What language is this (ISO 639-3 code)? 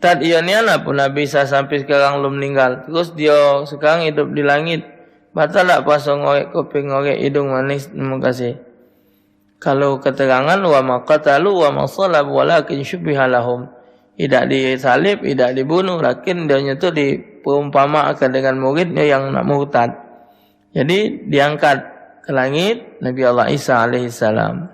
mui